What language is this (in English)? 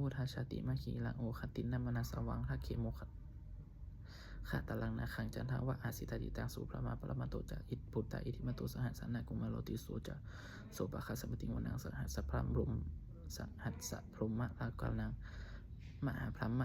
Pali